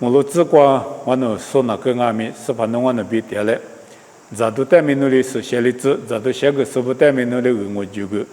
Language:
Lisu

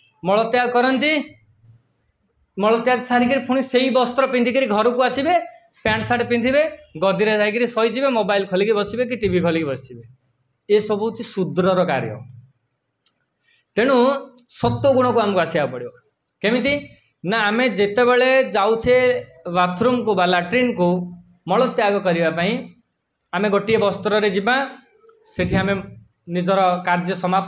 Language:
Odia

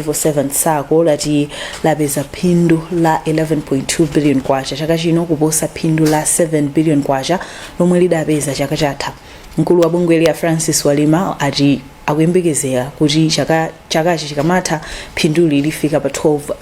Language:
Nyanja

